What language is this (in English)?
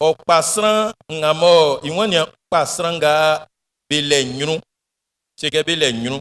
Baoulé